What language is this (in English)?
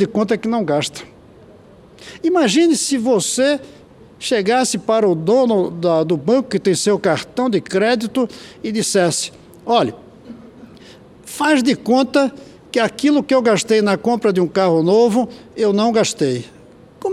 Portuguese